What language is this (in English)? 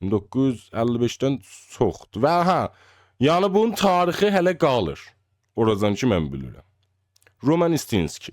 South Azerbaijani